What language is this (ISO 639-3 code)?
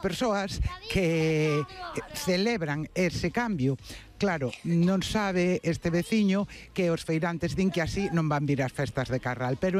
glg